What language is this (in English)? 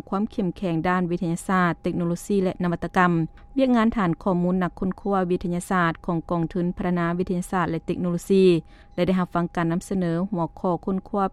Lao